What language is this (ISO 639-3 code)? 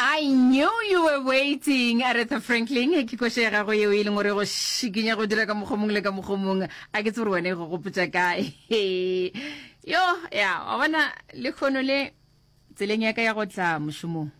nso